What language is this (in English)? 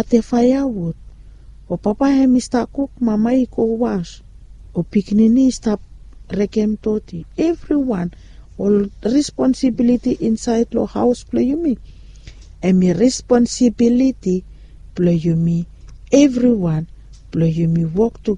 Bislama